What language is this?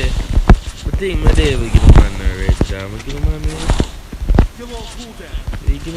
Jamaican Creole English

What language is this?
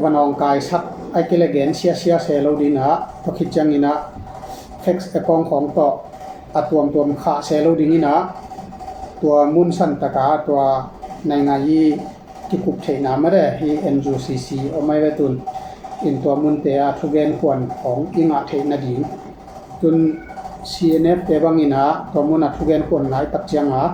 Tedim Chin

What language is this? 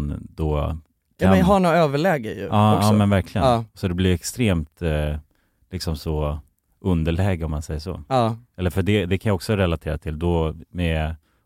Swedish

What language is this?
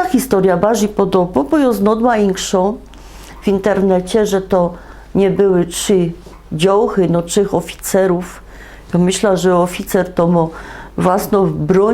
Silesian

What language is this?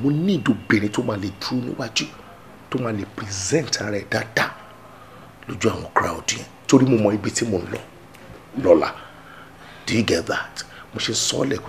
Yoruba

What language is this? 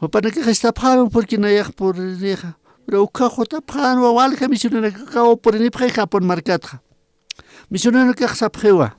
Aymara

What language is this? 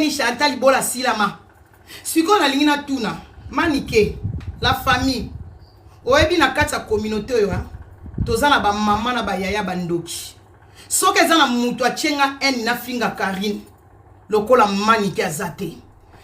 Lingala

